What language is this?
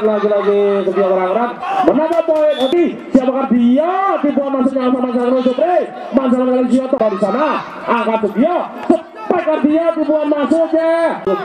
Indonesian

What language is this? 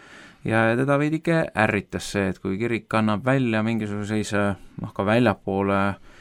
Estonian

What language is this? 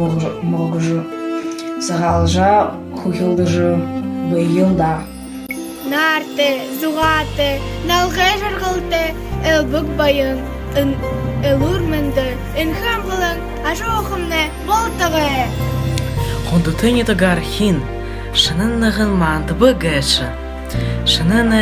Buriat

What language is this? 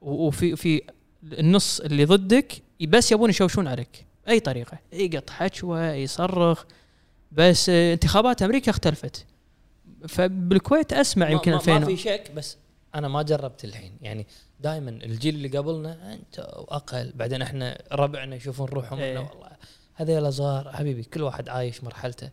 Gulf Arabic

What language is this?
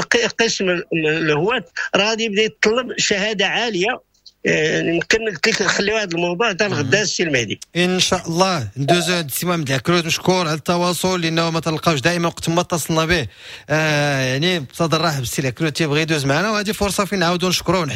Moroccan Arabic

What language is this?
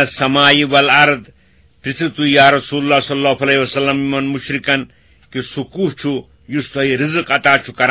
Kashmiri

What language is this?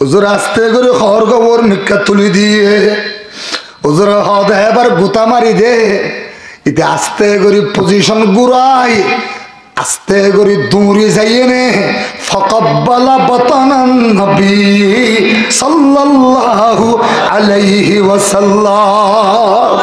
Rohingya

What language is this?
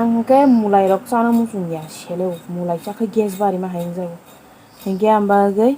Kok Borok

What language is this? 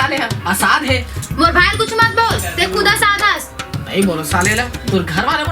Chhattisgarhi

